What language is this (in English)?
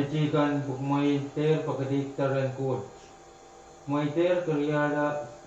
Pohnpeian